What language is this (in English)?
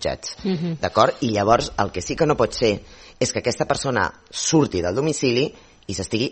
Catalan